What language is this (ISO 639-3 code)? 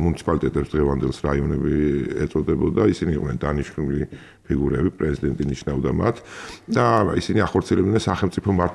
kat